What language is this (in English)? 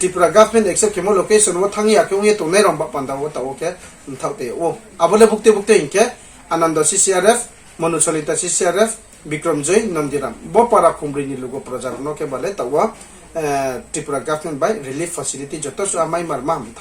Riang (India)